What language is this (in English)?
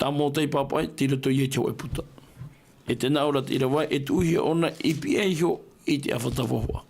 Tahitian